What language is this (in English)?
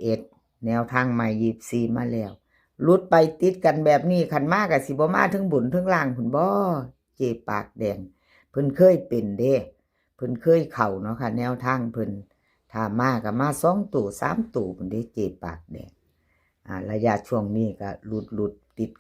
Northeastern Thai